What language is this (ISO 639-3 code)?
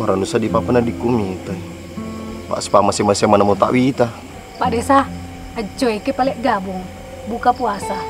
bug